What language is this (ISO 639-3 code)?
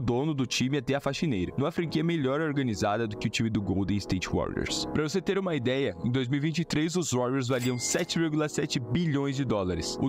por